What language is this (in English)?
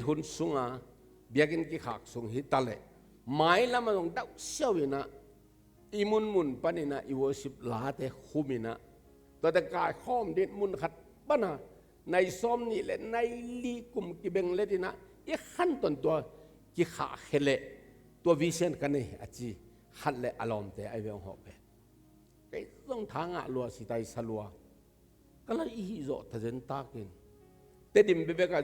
Tedim Chin